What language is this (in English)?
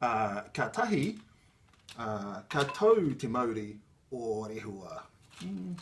Māori